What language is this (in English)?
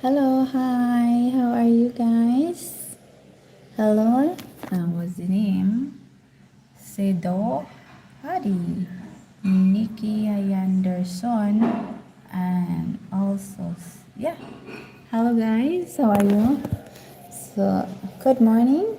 Cebuano